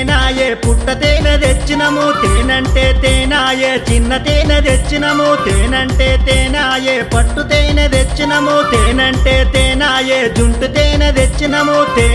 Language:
Telugu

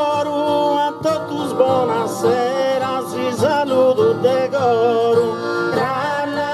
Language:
Sardinian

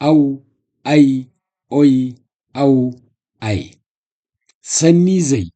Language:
Zarma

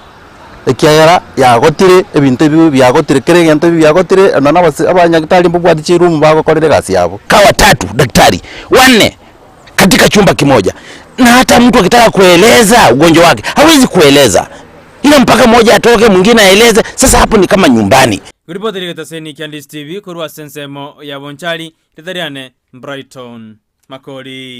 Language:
Gusii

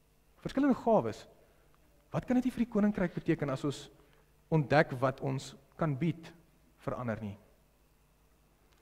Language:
Afrikaans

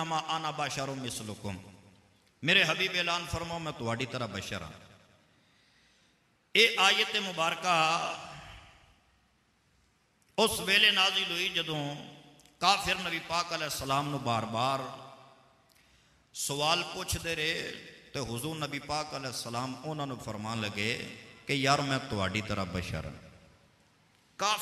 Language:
Western Panjabi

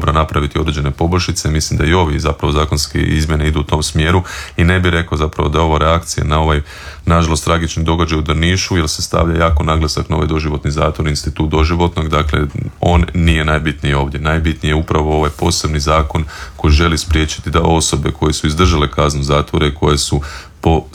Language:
Croatian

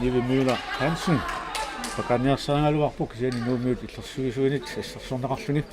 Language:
Kalaallisut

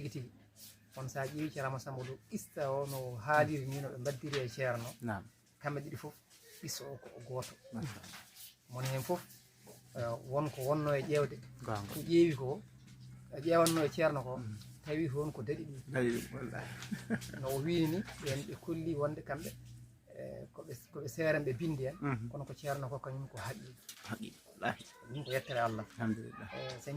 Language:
Fula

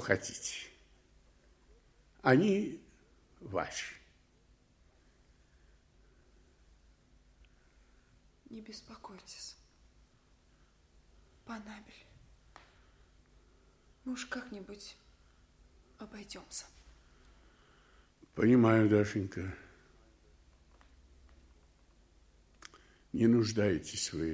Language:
Russian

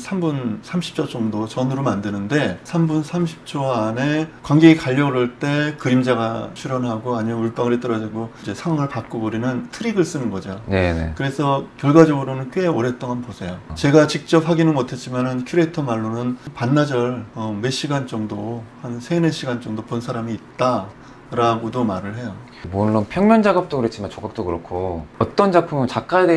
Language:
Korean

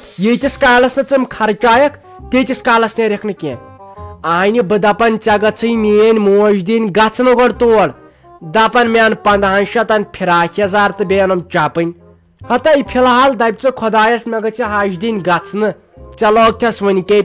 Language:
Kashmiri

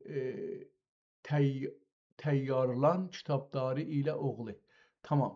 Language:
South Azerbaijani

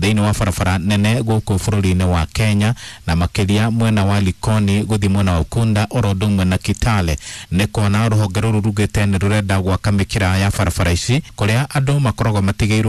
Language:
Kikuyu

